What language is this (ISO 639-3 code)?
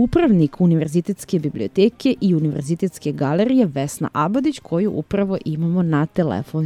srp